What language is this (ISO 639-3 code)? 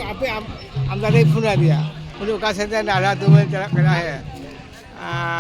sat